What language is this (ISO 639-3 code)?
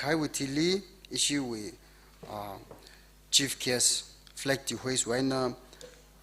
nmf